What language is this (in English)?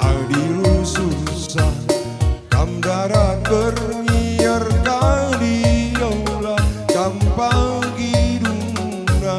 Batak Karo